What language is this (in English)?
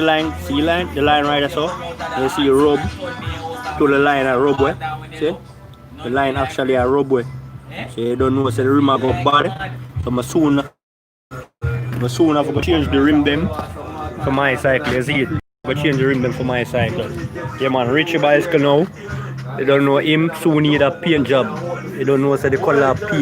Jamaican Creole English